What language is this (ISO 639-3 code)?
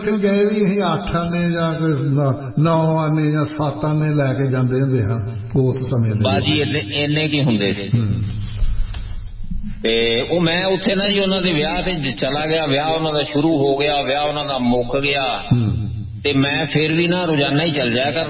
pan